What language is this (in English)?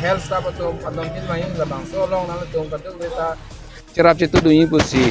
Karbi